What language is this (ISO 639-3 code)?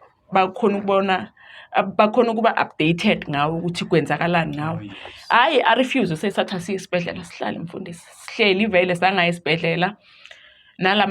zul